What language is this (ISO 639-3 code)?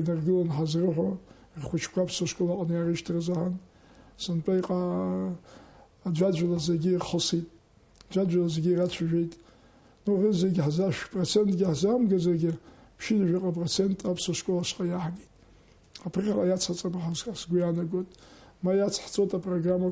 abk